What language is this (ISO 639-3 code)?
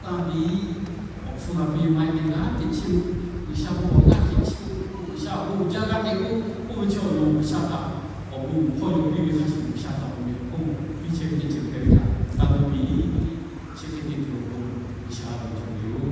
lhu